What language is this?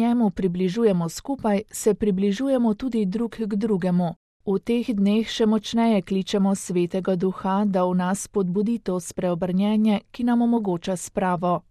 Slovenian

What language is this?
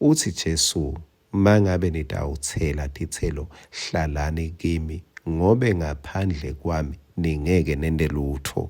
Swati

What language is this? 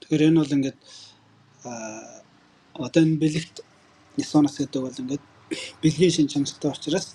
Mongolian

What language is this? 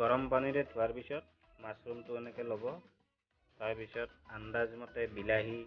Assamese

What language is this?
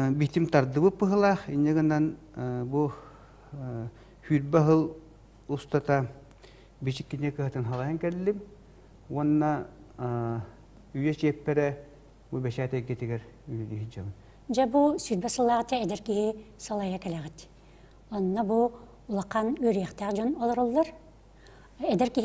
Yakut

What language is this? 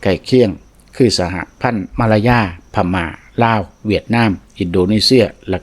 Lao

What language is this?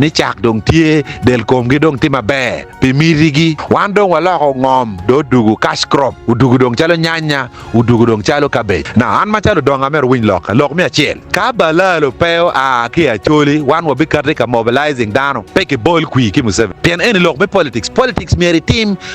Acoli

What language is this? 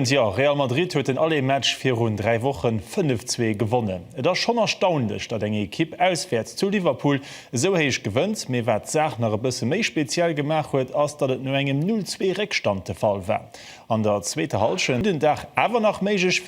Luxembourgish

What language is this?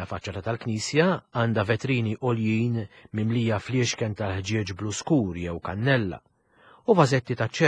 Maltese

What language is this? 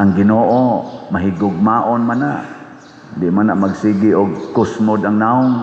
Cebuano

